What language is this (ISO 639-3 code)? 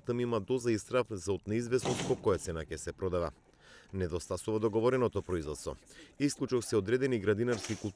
mkd